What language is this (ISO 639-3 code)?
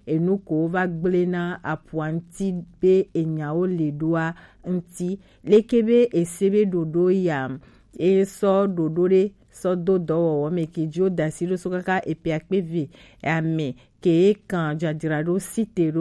gej